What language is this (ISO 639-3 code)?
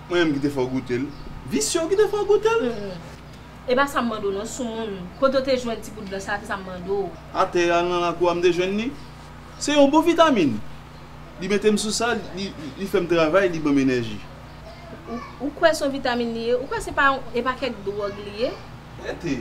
hat